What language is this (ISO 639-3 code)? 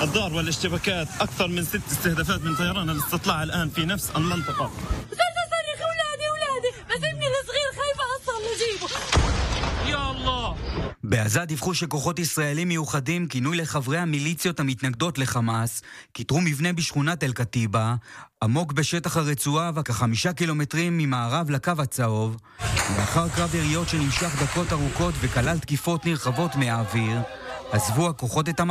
heb